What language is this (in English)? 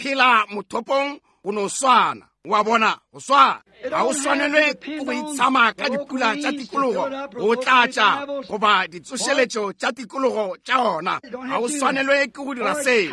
Northern Sotho